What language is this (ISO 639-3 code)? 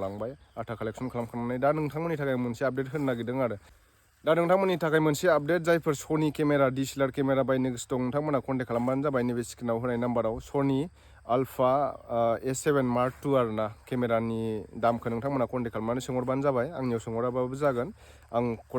brx